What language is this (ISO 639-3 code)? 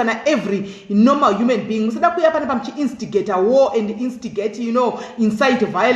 sna